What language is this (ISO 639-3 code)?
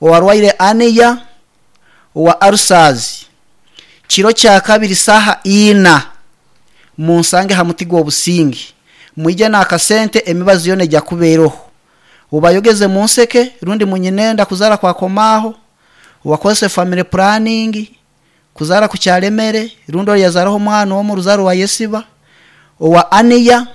nyn